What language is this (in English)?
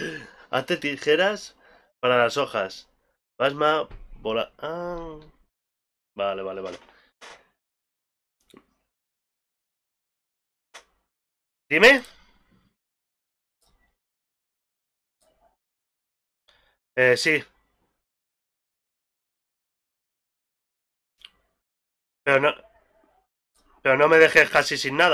Spanish